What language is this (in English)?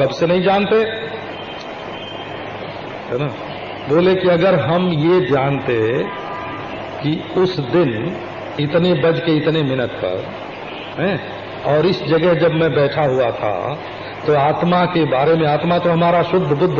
Hindi